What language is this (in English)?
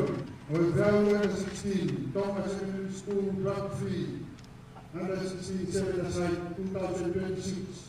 Tongan